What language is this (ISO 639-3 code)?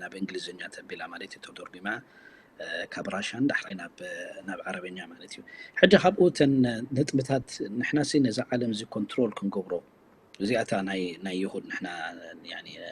tir